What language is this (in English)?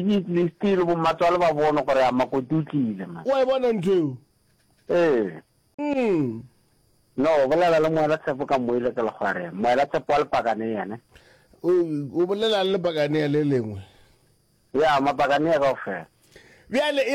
Northern Sotho